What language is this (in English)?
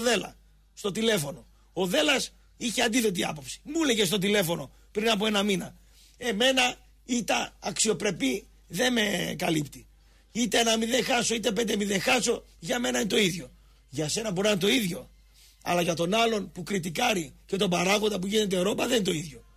Greek